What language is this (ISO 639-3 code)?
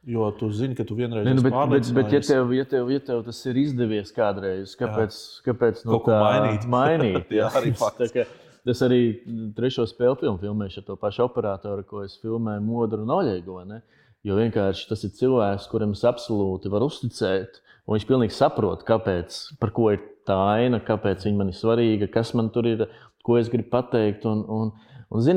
lav